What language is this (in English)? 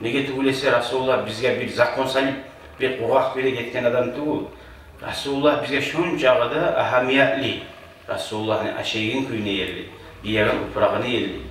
Kumyk